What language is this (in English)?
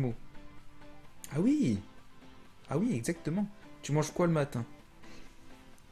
French